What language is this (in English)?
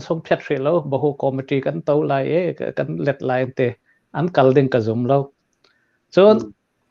Hakha Chin